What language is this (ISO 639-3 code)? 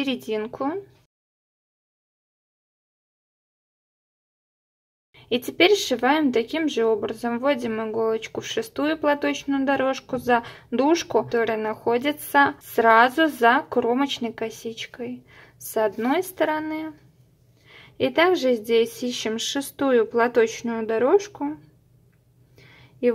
rus